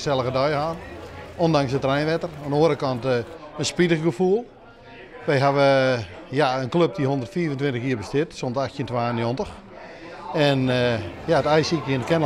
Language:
Western Frisian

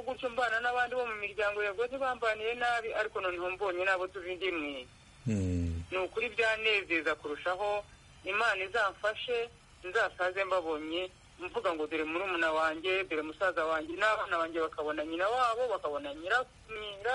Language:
Kinyarwanda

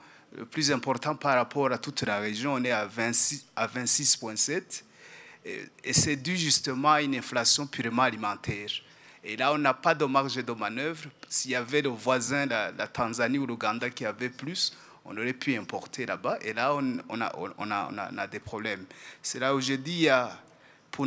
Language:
French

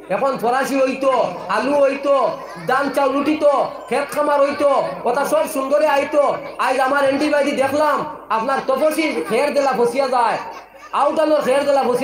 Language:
Sylheti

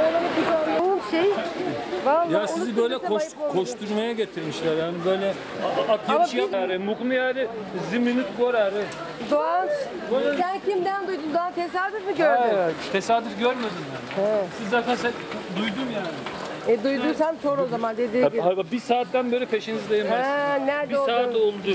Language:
Adyghe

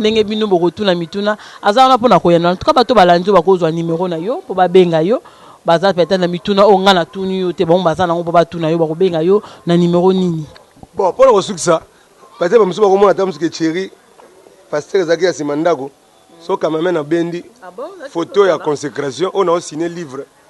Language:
Lingala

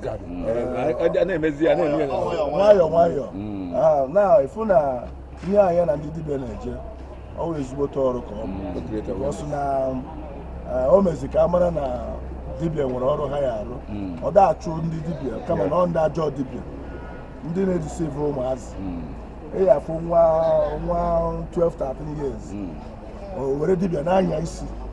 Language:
Igbo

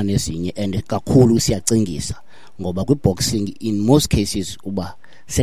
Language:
Xhosa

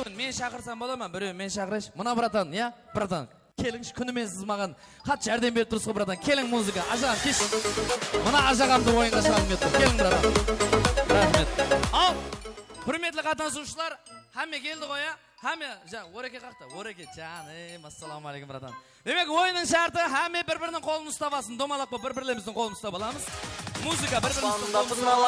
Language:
Kara-Kalpak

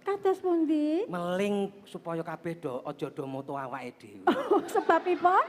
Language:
Javanese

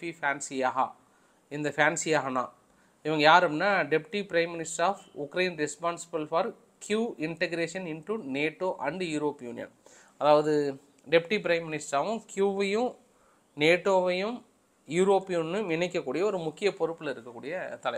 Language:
Tamil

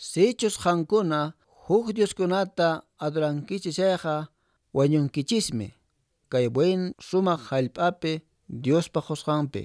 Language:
Quechua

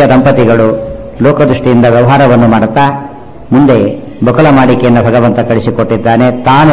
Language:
Kannada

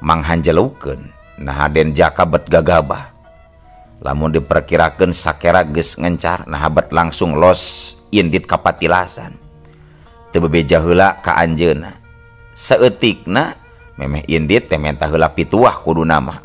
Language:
Sundanese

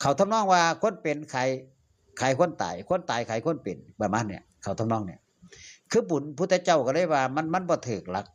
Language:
Northeastern Thai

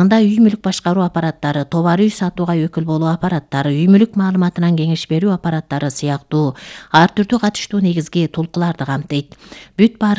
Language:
Kyrgyz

